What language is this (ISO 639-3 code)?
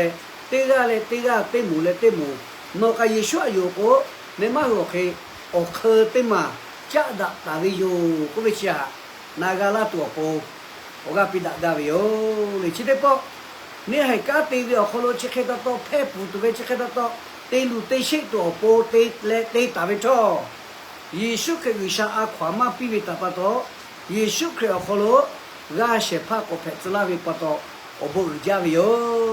lhu